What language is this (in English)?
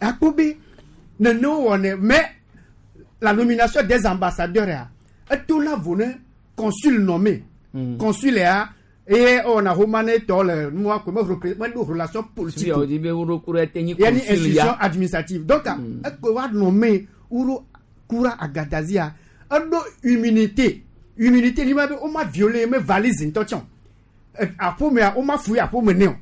Gen